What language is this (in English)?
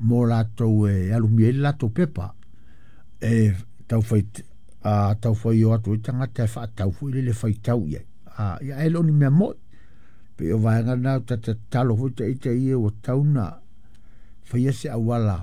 Samoan